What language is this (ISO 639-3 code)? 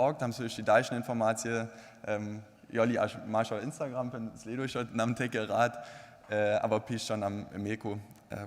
hsb